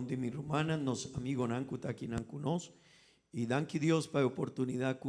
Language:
Papiamento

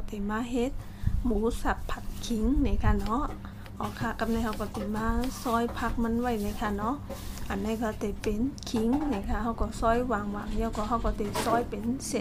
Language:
Shan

